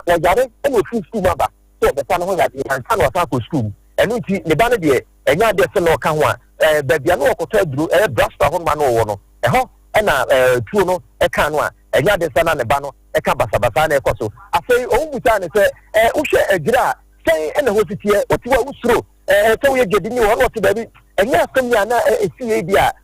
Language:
Akan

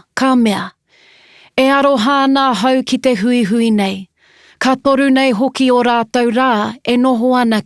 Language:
Māori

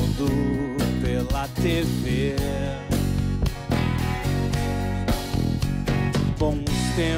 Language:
Portuguese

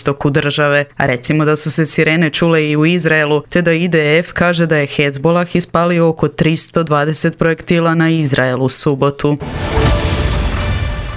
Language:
Croatian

